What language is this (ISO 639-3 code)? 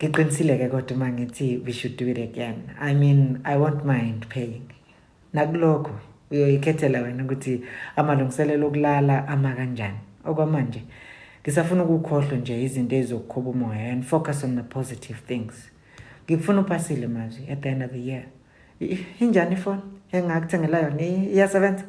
zul